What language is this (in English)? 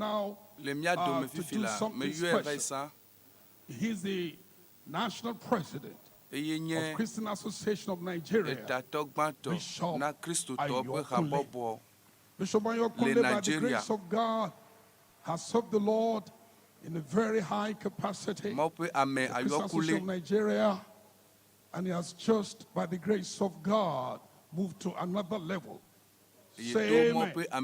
Ewe